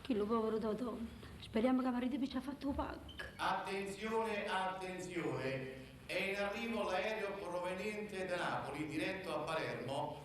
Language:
Neapolitan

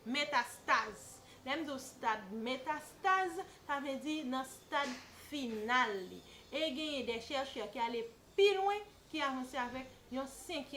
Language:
Haitian Creole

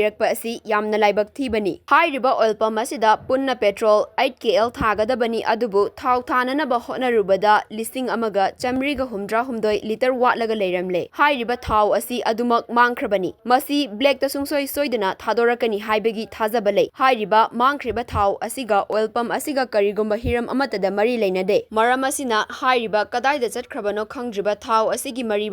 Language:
Manipuri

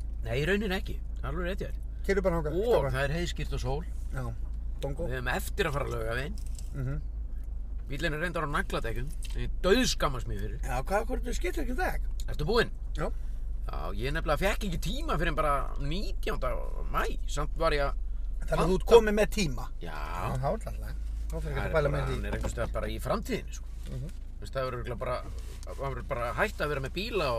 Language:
Icelandic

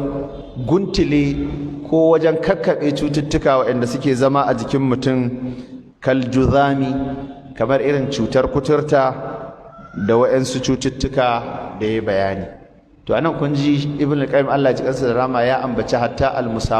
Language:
Hausa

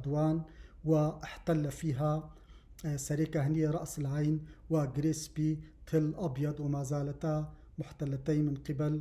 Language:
North Levantine Arabic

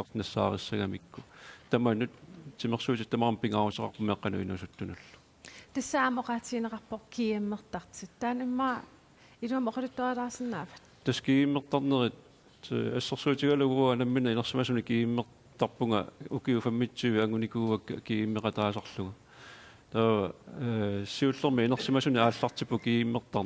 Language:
Kalaallisut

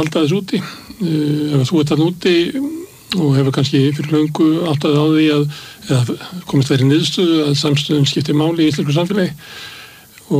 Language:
Icelandic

